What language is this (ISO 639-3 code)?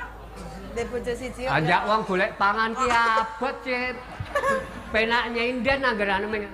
jav